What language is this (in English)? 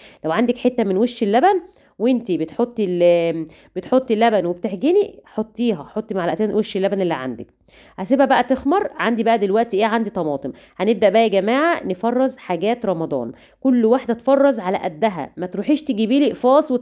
Egyptian Arabic